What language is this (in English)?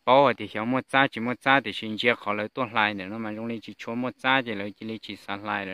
Hmong